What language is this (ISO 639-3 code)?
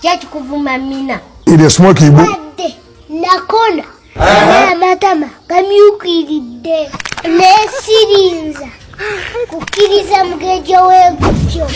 lug